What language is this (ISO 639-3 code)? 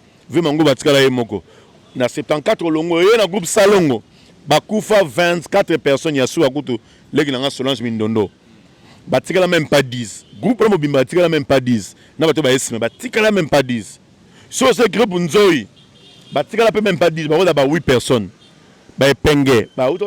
lin